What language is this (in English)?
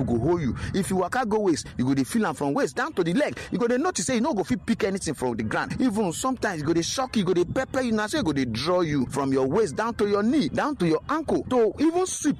Nigerian Pidgin